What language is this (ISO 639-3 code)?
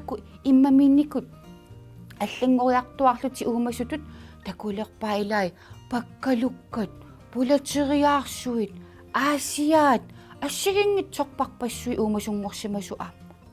kal